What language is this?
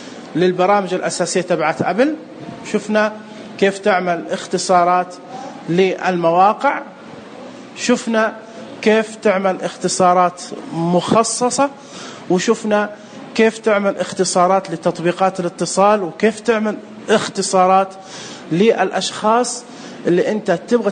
Najdi Arabic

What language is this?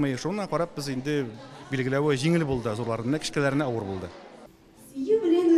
Tatar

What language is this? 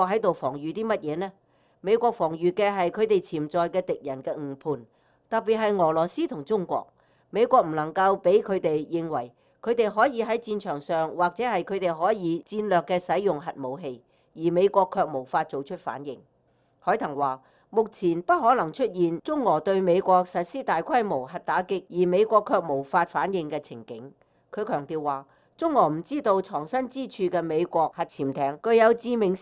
Cantonese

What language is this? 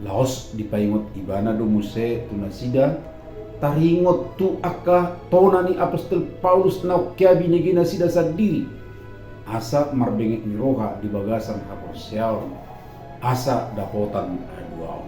Batak Toba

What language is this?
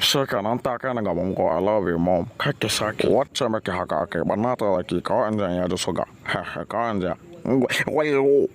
Hausa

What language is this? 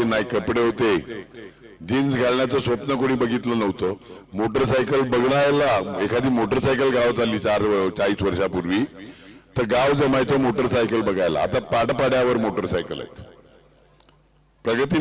Marathi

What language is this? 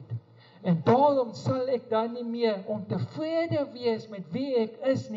Afrikaans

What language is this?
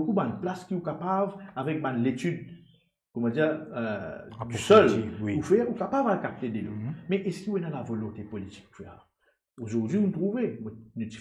Morisyen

